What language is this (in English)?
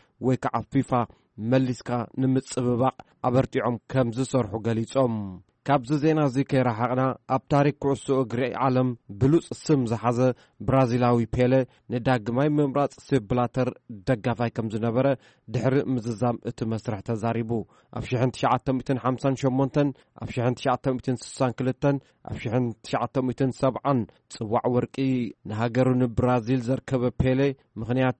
Tigrinya